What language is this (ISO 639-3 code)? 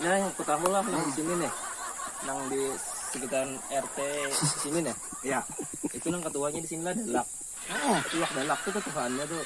bjn